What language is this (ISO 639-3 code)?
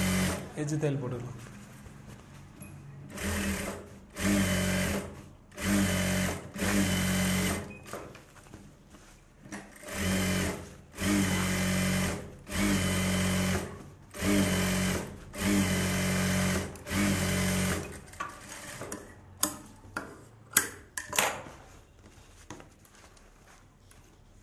tam